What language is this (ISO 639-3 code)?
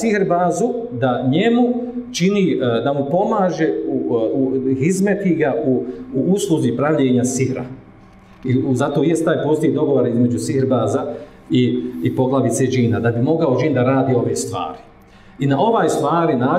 bos